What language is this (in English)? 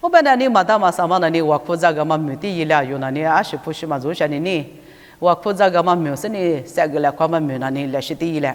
Lisu